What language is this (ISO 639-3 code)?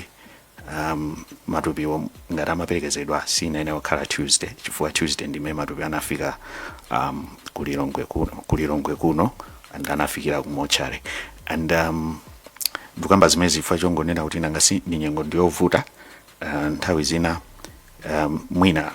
nya